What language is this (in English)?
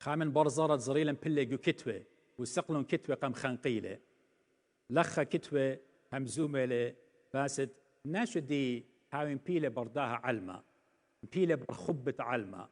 Assyrian Neo-Aramaic